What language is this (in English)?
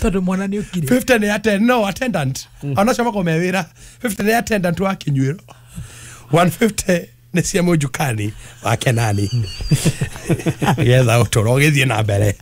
Kikuyu